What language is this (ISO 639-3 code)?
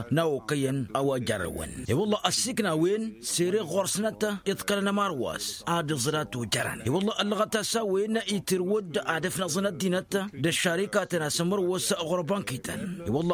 taq